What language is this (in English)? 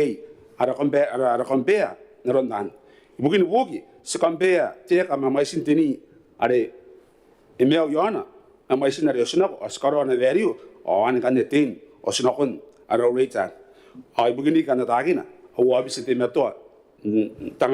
Gilbertese